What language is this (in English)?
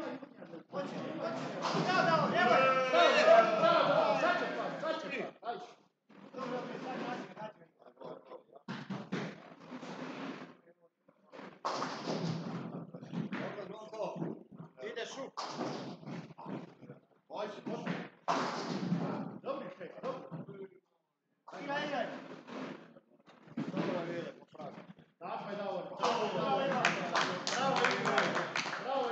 Croatian